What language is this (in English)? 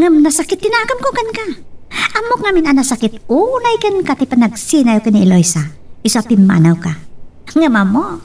Iloko